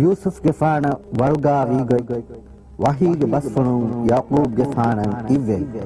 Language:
Divehi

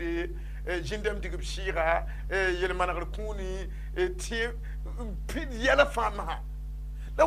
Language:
Mossi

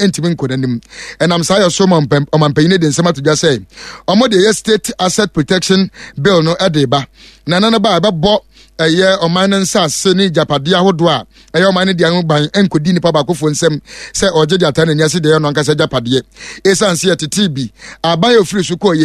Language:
Akan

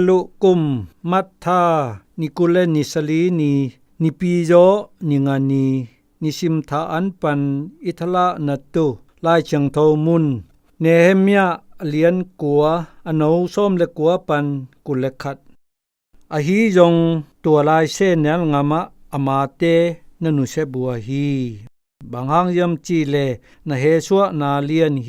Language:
Zou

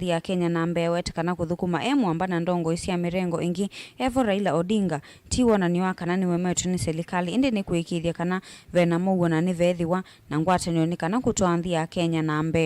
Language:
Kamba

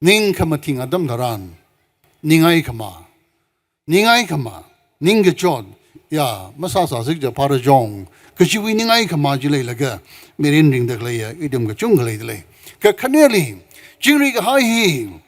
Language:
Tangkhul Naga (India)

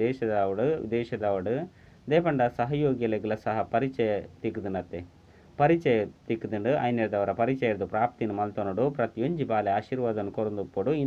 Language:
Tulu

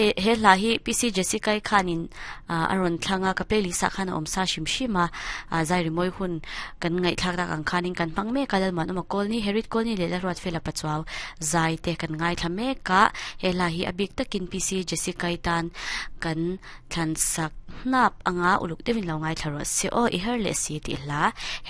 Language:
Mizo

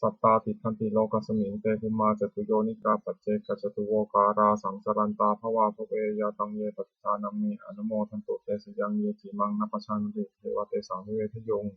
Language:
Pali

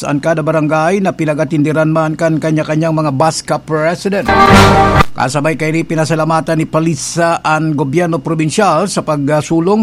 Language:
Bikol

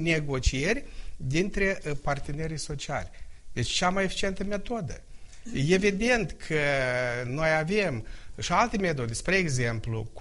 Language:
Romanian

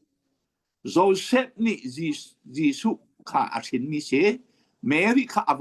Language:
Hakha Chin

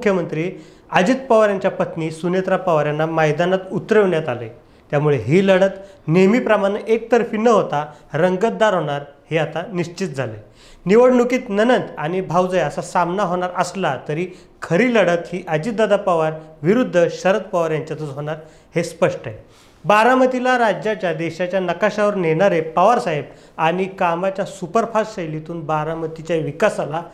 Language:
Marathi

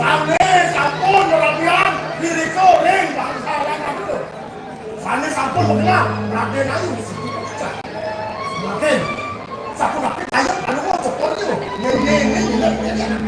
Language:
Balinese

